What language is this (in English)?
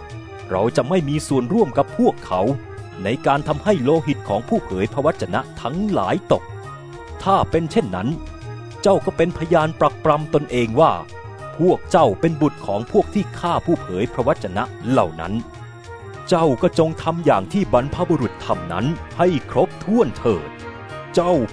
Thai